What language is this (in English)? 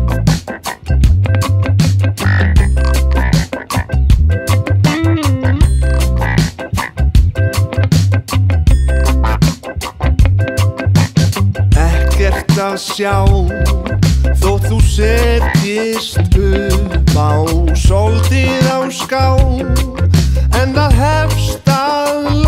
Icelandic